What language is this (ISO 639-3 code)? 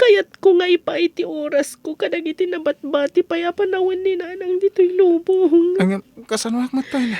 ilo